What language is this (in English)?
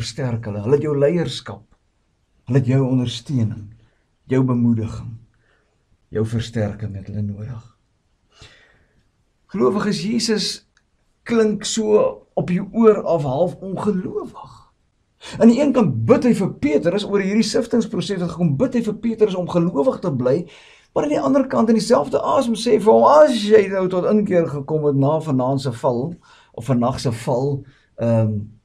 Afrikaans